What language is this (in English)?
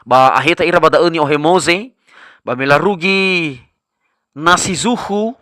Nias